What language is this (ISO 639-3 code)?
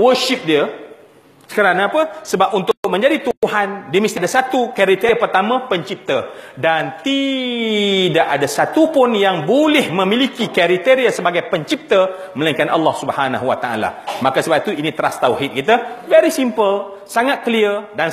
msa